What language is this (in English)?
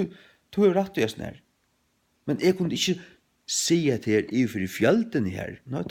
Faroese